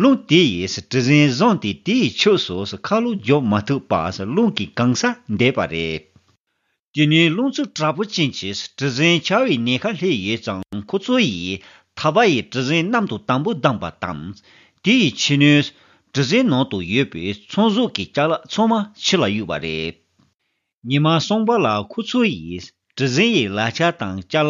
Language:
Tibetan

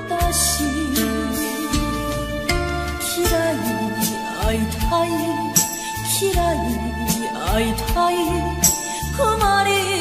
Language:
Japanese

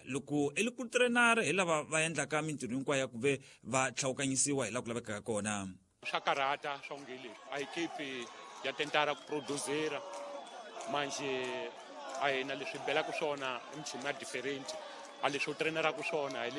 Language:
Tsonga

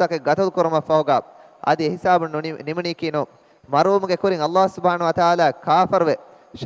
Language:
Divehi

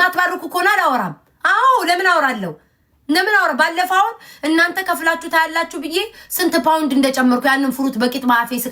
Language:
Amharic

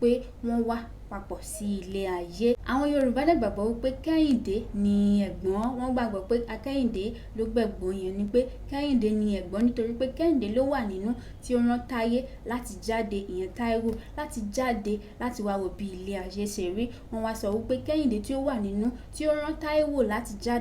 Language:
Yoruba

